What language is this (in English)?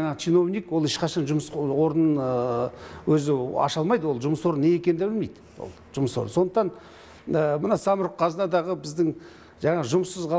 Kazakh